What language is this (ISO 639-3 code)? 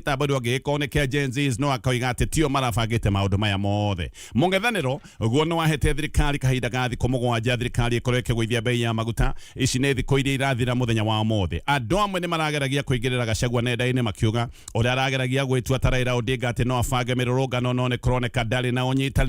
kik